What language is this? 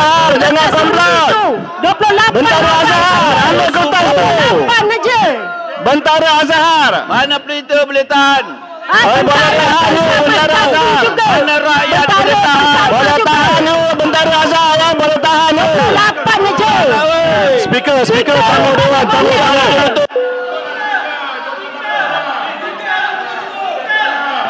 Malay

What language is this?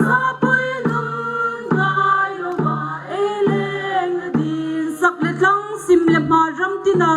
Hmar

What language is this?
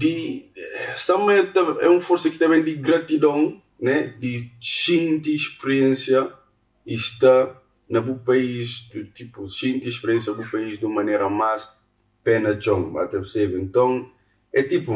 Kabuverdianu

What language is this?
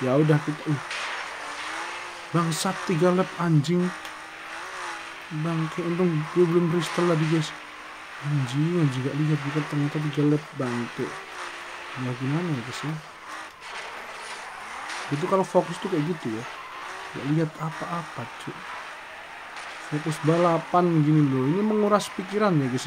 Indonesian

